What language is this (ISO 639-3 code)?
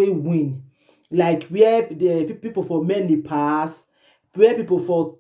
pcm